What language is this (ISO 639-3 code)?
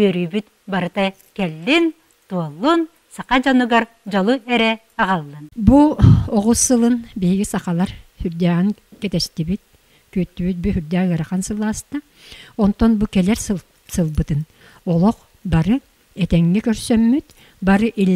sah